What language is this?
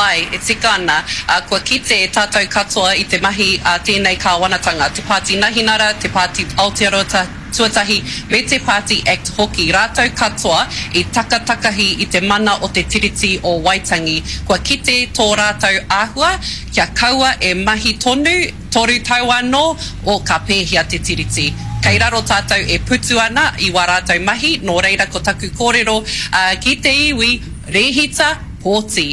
Māori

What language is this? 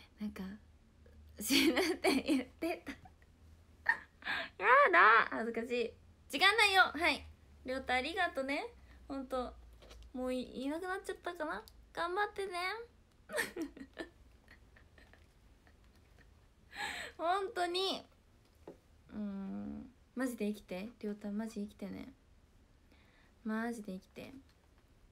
Japanese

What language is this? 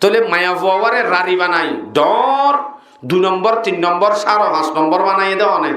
Rohingya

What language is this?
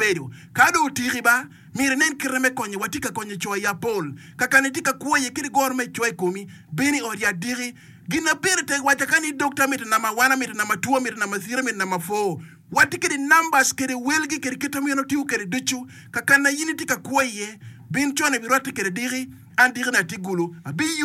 Acoli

